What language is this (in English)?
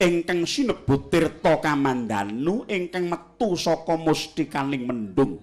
Javanese